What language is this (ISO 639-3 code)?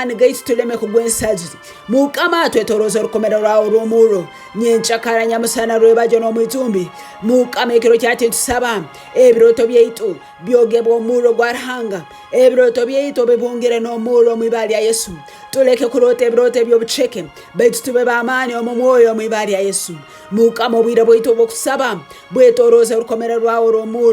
ttj